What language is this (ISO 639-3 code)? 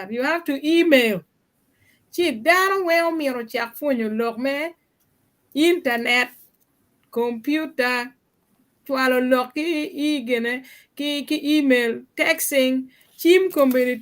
ach